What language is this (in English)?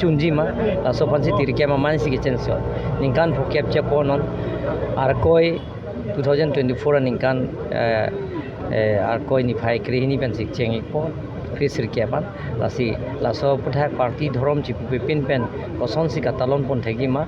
Karbi